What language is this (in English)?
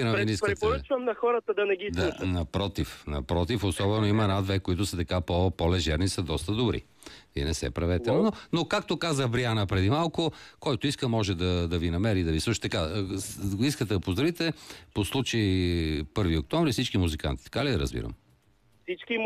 Bulgarian